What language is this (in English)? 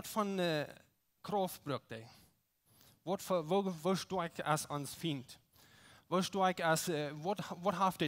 Plautdietsch